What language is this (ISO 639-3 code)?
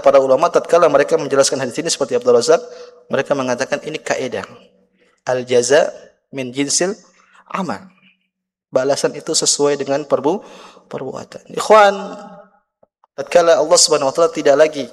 ind